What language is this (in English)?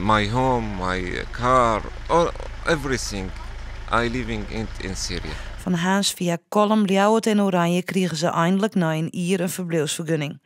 Western Frisian